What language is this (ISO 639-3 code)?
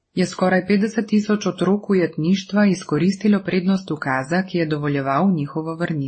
slv